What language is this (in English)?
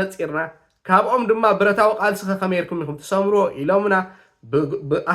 Tigrinya